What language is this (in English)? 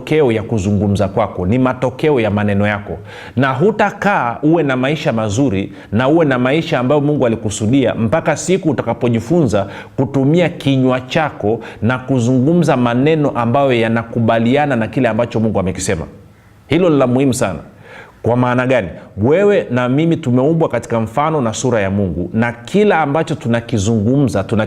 Swahili